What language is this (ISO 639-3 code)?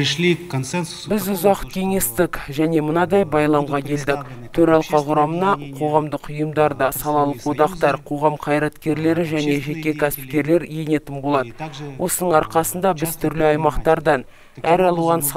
kaz